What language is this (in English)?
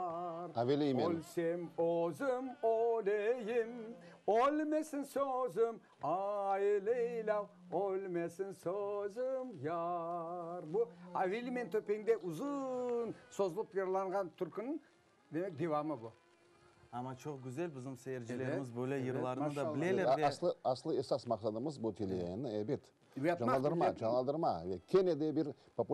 Crimean Tatar